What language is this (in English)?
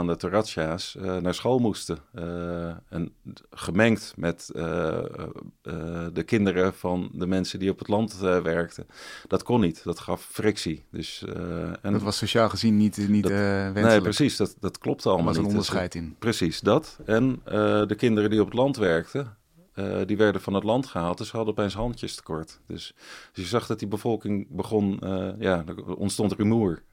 Dutch